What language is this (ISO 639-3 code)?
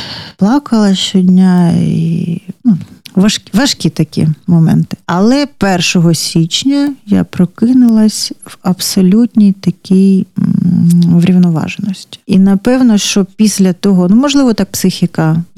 ukr